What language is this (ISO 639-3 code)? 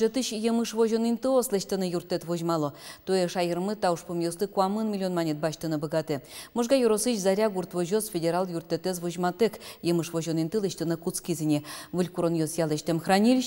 udm